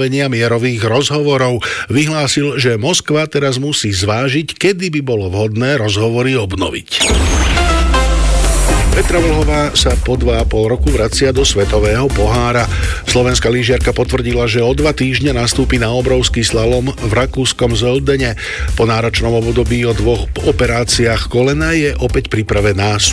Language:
Slovak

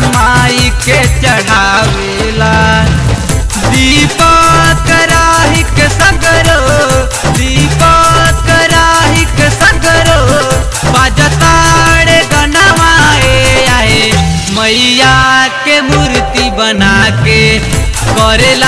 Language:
Bhojpuri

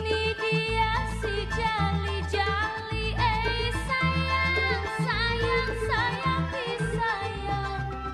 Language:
Betawi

